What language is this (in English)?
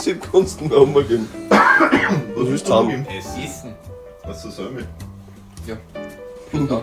Bavarian